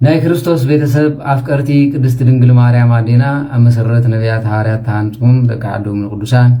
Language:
Tigrinya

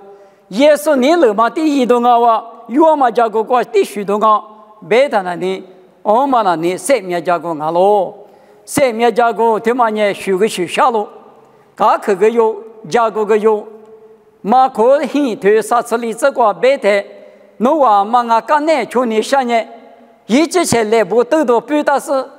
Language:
Lisu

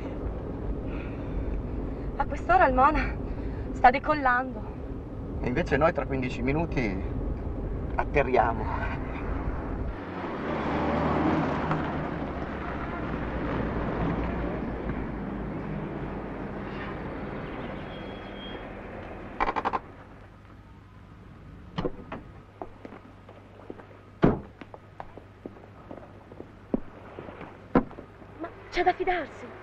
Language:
Italian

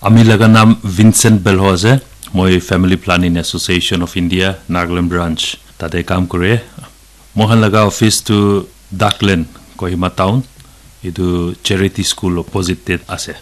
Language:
Naga Pidgin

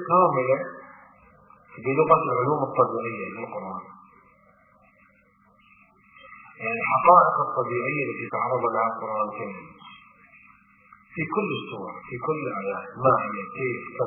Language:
Arabic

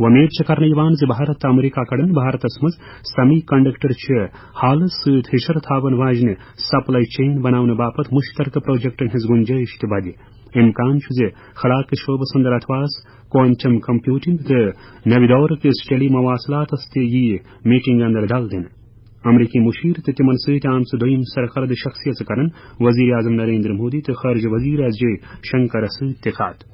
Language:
Kashmiri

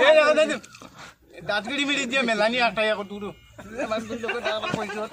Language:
Sylheti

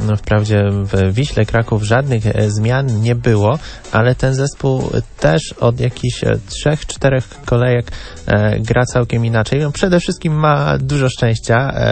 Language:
Polish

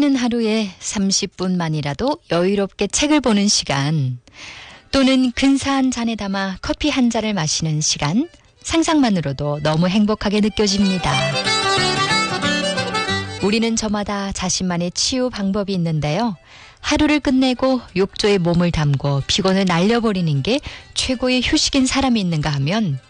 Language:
Korean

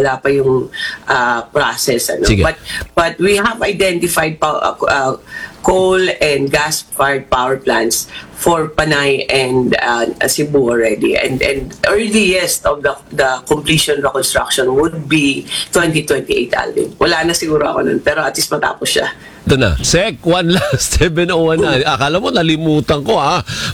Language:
Filipino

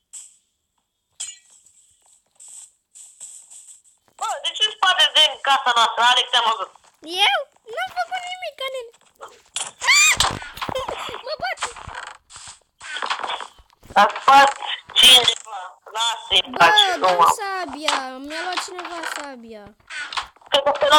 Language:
Romanian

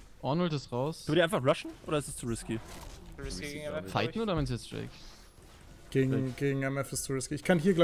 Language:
German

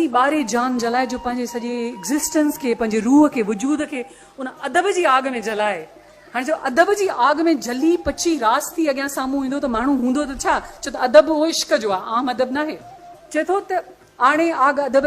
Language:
Sindhi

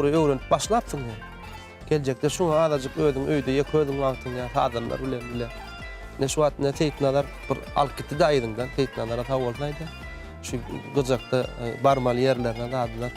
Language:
Turkmen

